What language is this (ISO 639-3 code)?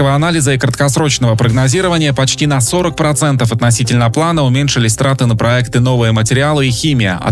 rus